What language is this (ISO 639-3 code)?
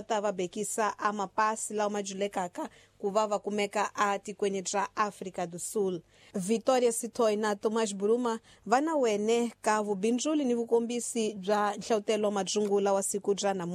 tso